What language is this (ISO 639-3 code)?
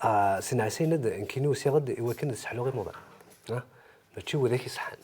kab